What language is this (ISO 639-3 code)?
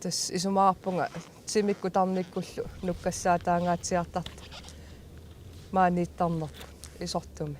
kal